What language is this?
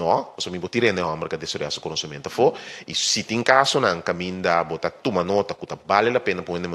Papiamento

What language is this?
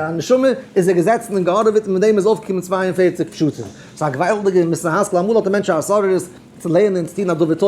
Yiddish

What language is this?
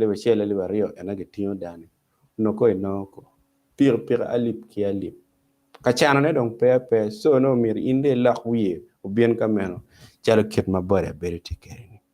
Acoli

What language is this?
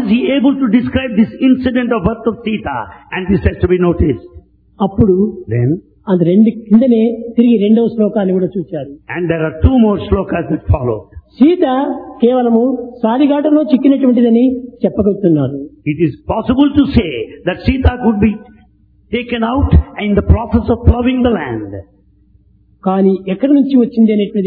Telugu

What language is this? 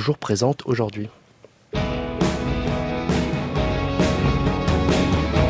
French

